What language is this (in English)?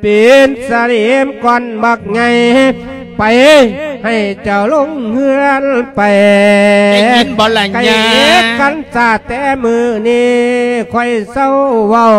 Lao